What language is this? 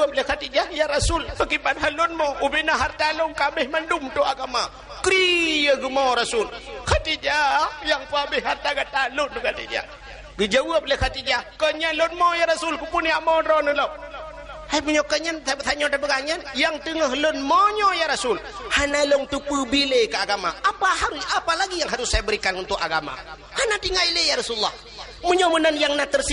Achinese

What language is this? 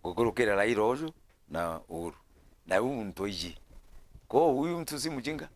Meru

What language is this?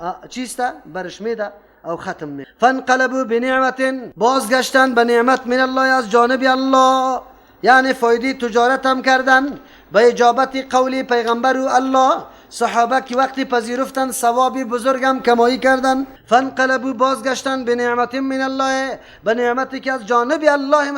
Persian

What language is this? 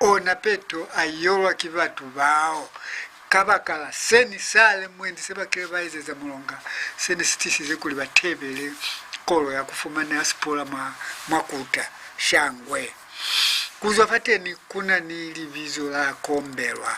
Lozi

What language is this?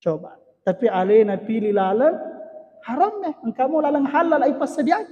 Buginese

